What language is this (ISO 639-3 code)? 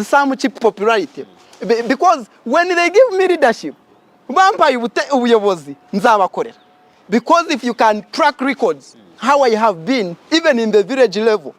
nyn